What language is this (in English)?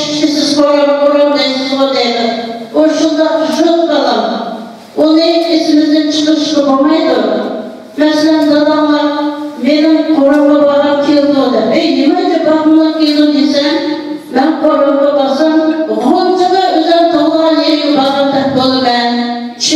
Uyghur